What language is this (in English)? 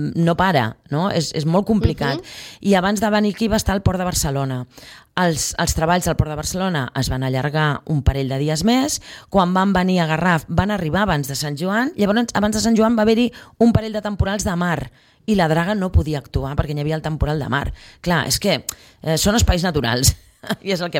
Catalan